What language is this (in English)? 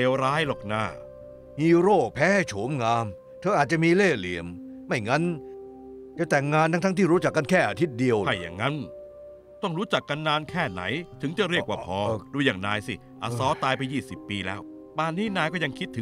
Thai